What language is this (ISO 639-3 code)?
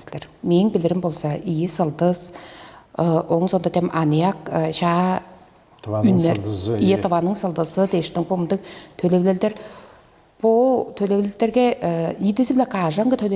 tyv